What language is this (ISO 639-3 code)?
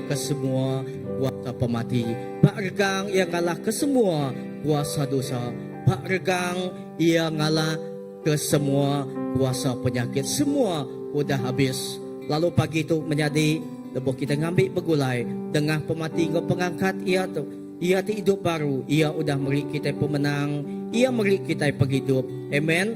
iba